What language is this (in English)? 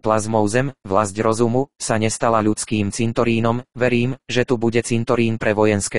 Slovak